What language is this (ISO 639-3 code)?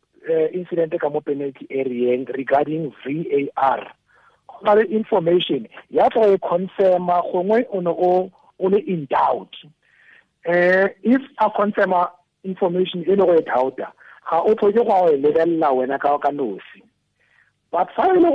tsn